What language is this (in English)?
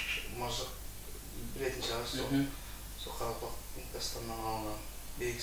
Kara-Kalpak